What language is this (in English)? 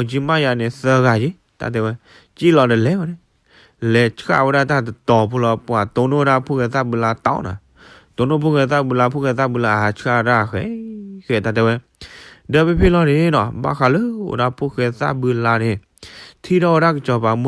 S'gaw Karen